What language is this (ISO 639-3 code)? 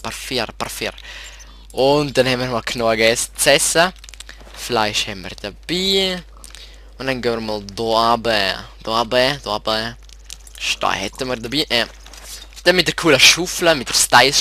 gsw